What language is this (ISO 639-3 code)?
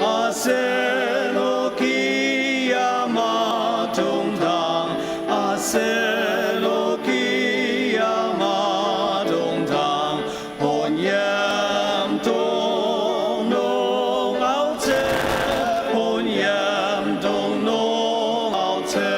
njo